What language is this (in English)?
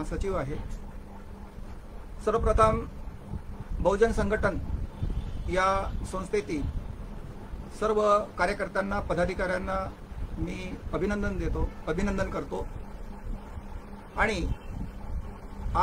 Marathi